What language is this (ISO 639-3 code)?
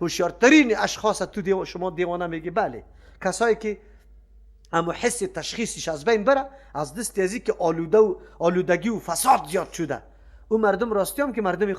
fas